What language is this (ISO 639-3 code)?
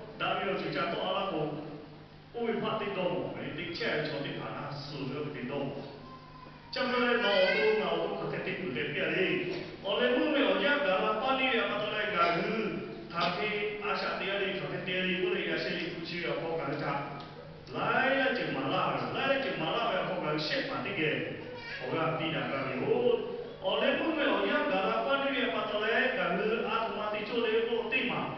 lhu